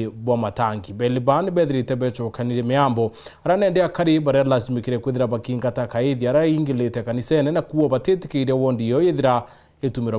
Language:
Meru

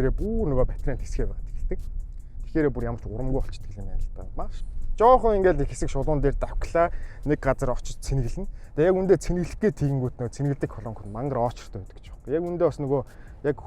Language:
Mongolian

